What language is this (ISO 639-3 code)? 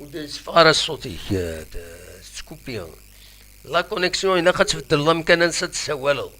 kab